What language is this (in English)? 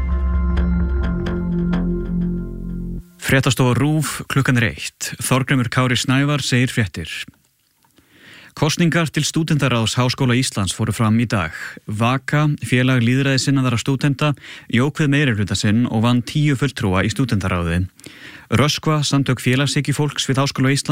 Icelandic